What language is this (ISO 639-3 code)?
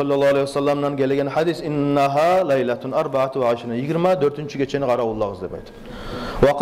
kum